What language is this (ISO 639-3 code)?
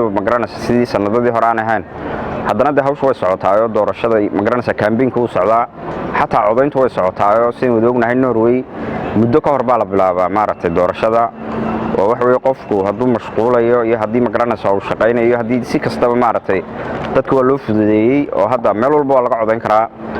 som